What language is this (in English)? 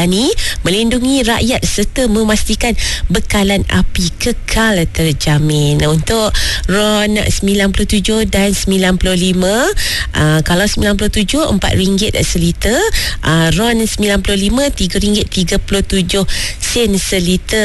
Malay